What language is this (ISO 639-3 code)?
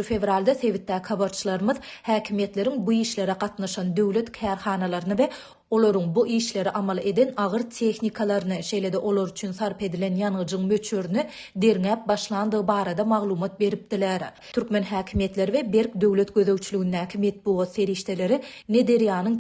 tuk